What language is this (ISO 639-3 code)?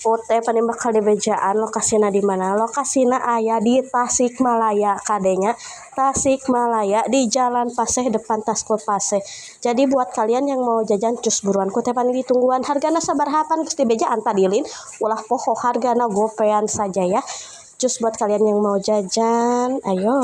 sun